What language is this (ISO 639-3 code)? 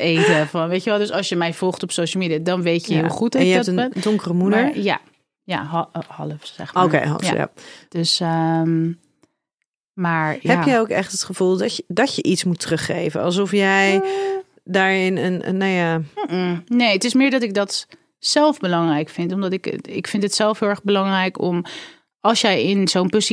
nld